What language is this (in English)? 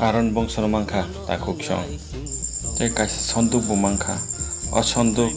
Kok Borok